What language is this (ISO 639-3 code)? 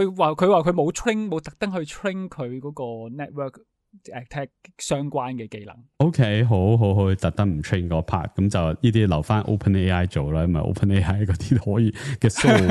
yue